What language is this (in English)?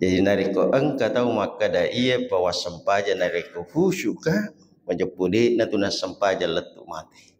Buginese